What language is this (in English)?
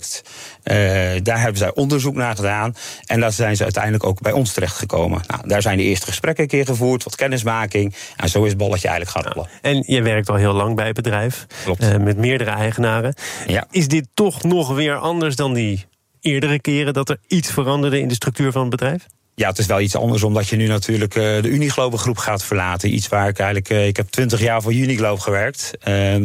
Dutch